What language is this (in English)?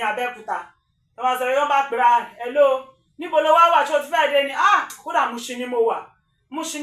Yoruba